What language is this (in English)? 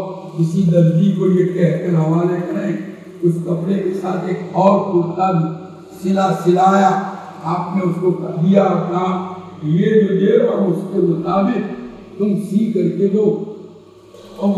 Urdu